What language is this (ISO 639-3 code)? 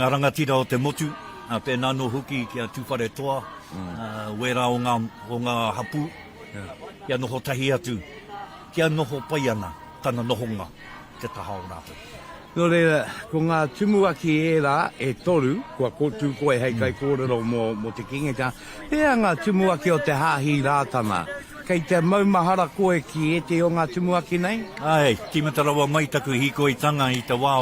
mri